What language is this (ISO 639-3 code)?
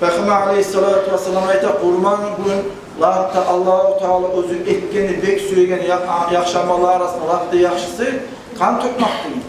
kum